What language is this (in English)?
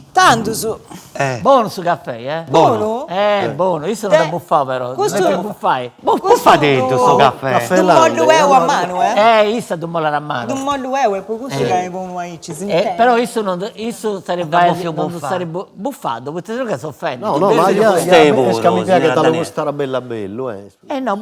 Sardinian